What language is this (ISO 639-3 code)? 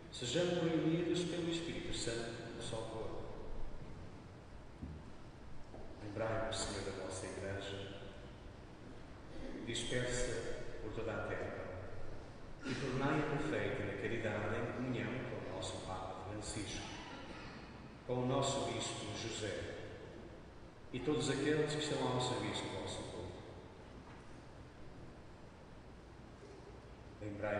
por